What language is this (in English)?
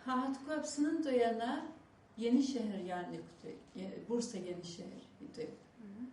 Abkhazian